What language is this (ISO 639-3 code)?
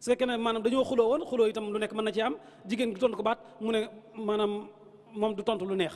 wol